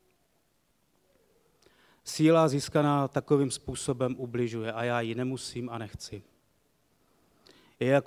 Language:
Czech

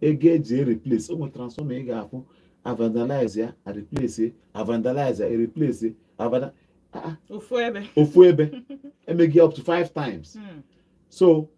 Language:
Igbo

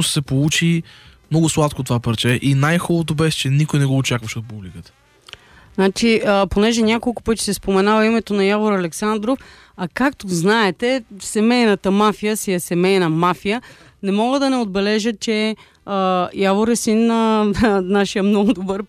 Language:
Bulgarian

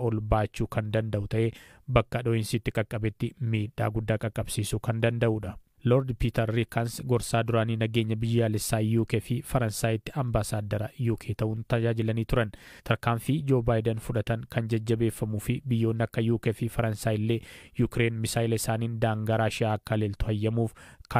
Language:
Oromo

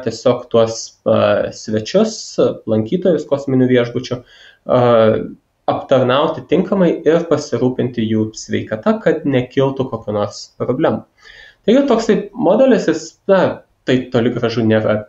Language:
Lithuanian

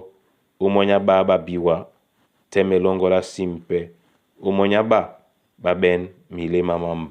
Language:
Duala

